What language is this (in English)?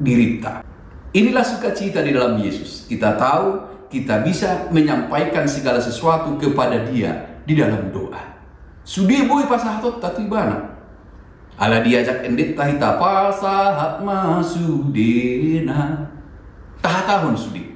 Batak Toba